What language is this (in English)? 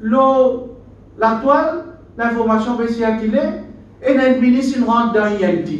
Morisyen